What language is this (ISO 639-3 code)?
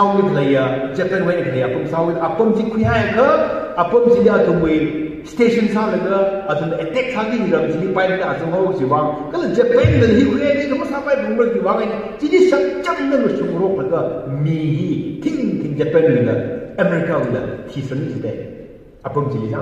nmf